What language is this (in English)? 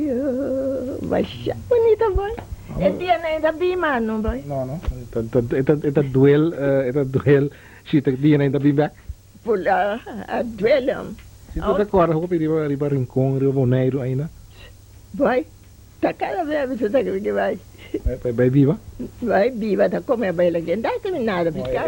Papiamento